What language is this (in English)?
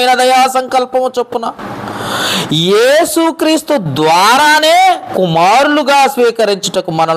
Telugu